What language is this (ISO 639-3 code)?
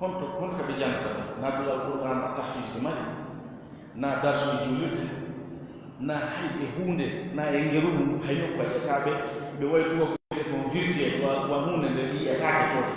ful